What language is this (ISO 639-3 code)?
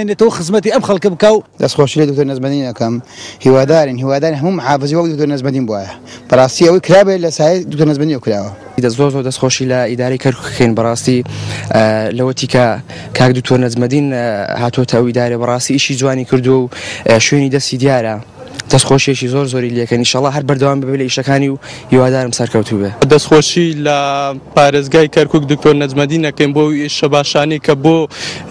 ckb